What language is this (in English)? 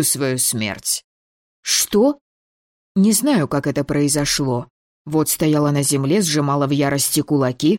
Russian